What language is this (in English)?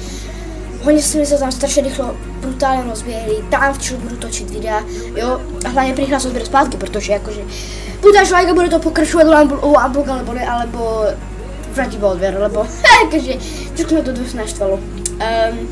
Czech